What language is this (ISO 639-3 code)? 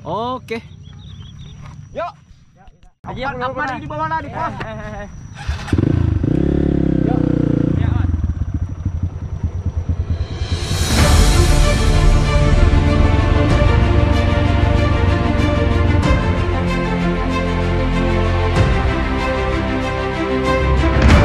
ind